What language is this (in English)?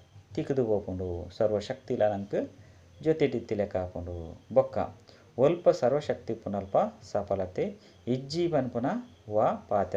Tulu